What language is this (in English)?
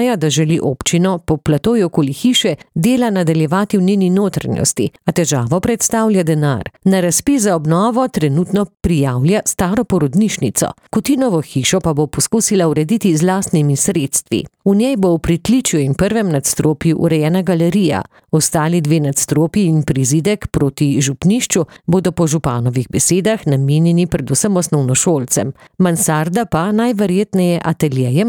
Slovenian